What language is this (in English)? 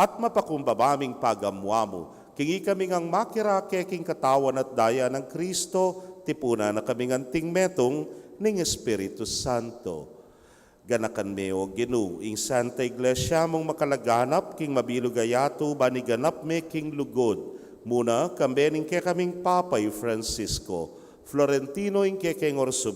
Pampanga